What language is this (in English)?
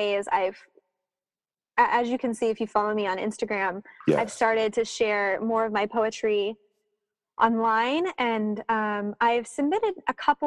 English